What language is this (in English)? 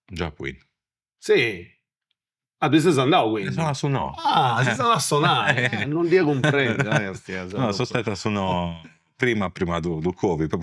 Sardinian